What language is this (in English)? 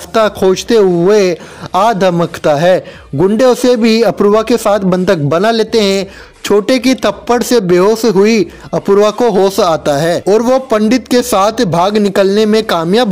Hindi